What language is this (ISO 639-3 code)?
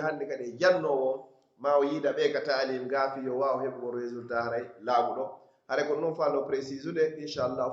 fuf